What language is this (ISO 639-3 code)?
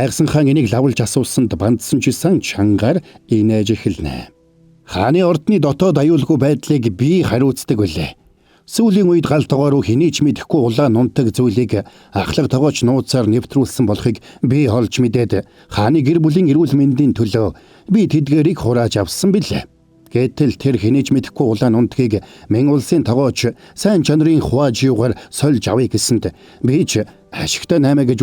mon